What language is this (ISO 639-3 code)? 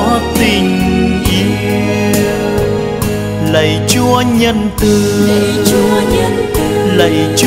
vie